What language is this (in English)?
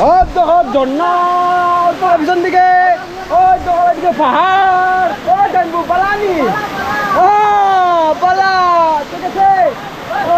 Sylheti